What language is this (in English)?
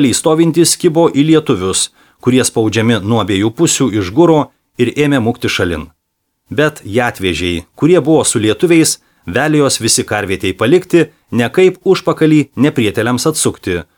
Lithuanian